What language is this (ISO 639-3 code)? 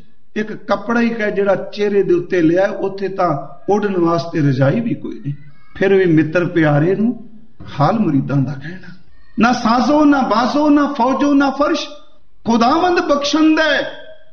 pan